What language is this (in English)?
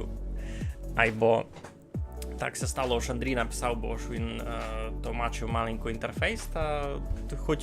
Rusyn